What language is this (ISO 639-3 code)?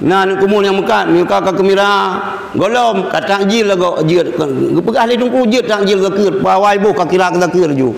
ace